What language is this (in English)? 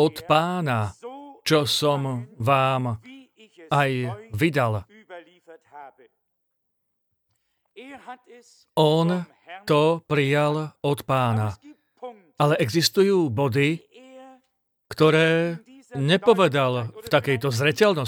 Slovak